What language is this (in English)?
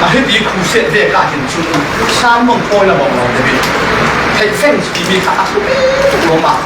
Falam Chin